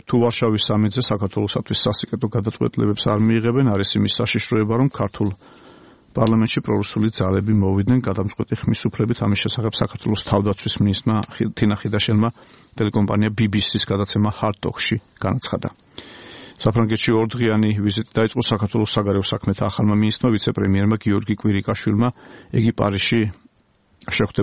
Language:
Georgian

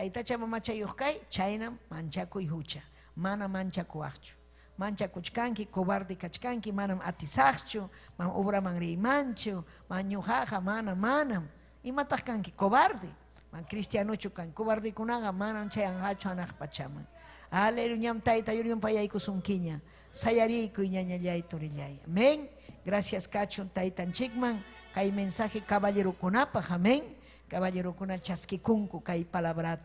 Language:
Ayacucho Quechua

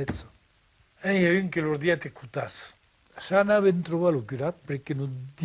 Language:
Occitan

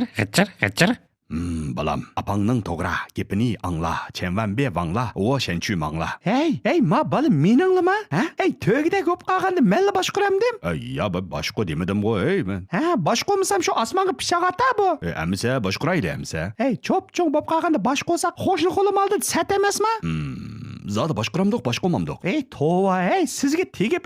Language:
Uyghur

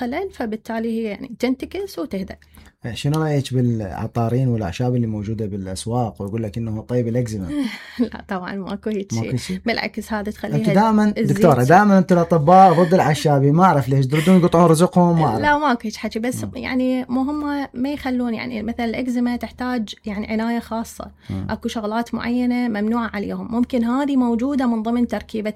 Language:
Mesopotamian Arabic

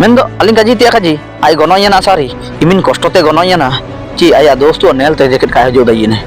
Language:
Ho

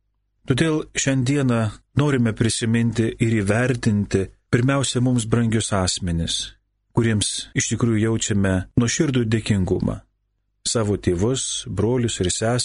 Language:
Lithuanian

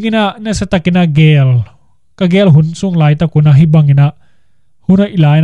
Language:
Tedim Chin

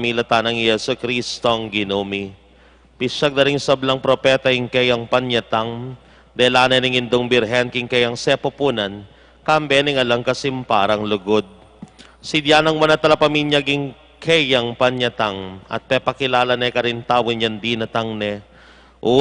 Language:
Pampanga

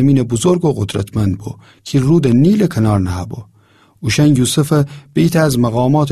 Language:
Gilaki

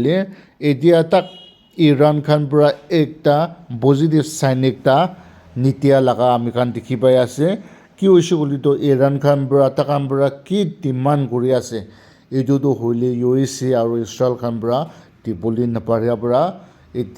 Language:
Naga Pidgin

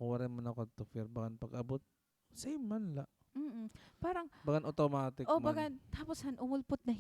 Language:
Waray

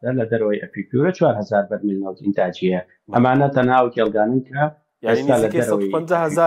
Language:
Central Kurdish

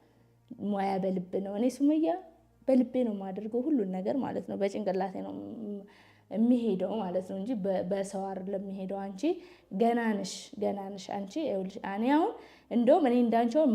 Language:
Amharic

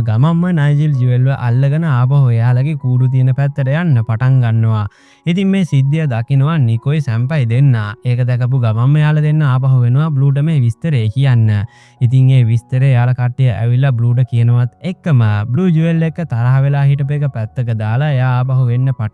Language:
Sinhala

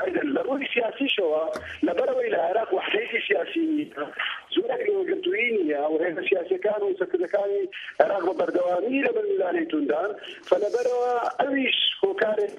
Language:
Central Kurdish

